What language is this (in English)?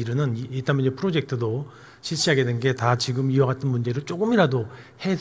Korean